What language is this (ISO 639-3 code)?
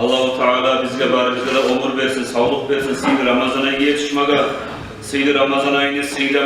kum